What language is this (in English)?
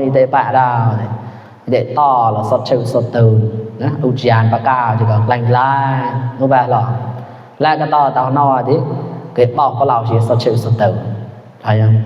Mon